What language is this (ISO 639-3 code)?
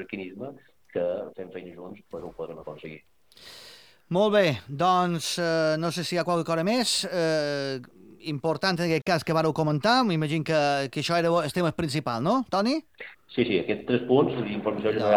cat